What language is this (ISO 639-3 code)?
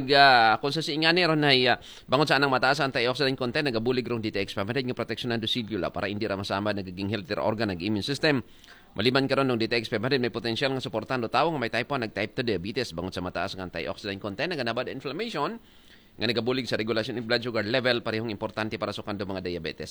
akl